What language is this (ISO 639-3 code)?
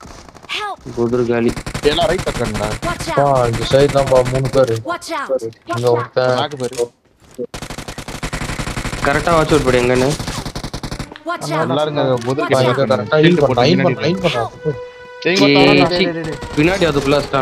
tam